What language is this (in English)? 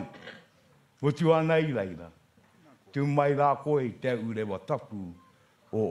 Māori